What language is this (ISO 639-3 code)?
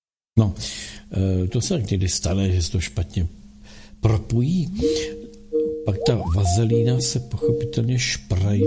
ces